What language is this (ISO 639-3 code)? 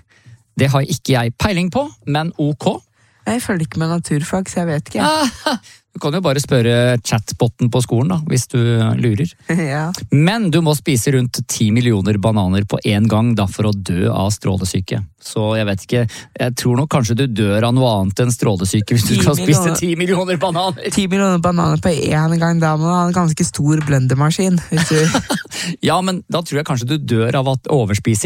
nor